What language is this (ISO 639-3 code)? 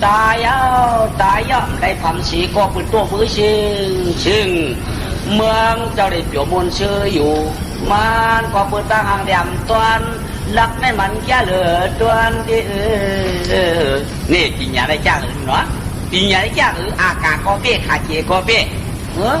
shn